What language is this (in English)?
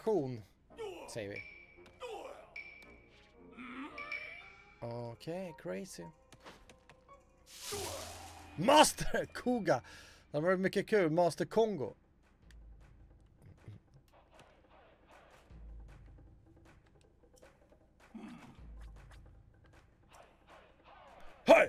Swedish